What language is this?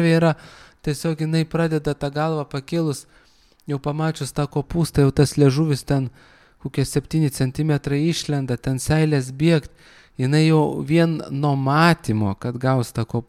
Lithuanian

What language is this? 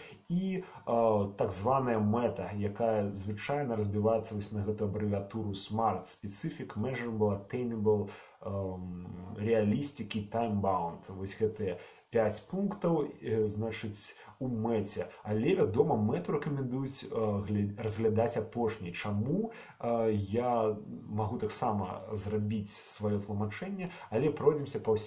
Belarusian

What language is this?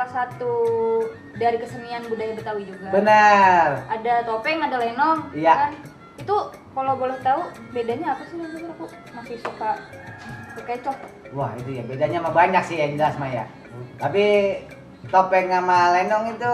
Betawi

